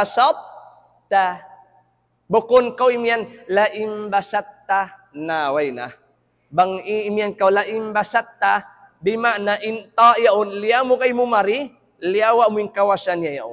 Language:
Tausug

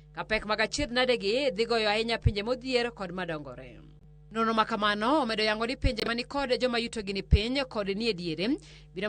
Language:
Luo (Kenya and Tanzania)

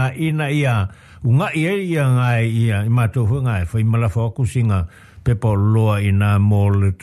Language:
Samoan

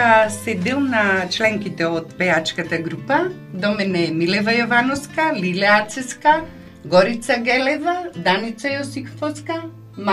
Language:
Macedonian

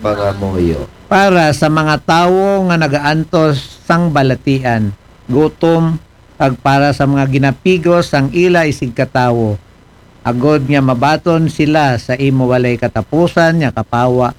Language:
Aklanon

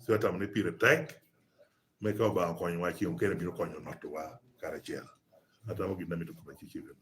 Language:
Lango (Uganda)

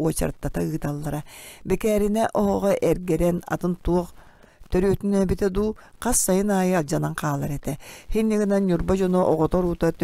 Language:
Yakut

